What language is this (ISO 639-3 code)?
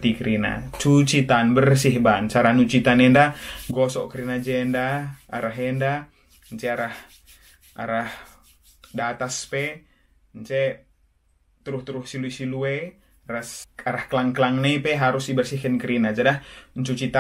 btx